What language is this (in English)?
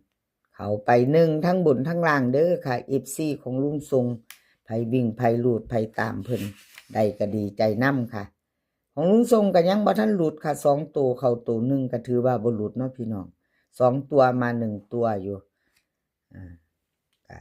Northeastern Thai